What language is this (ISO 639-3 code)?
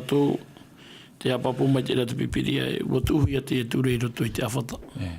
tah